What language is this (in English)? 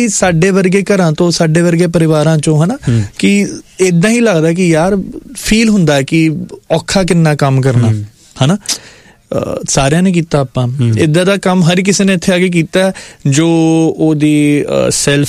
Punjabi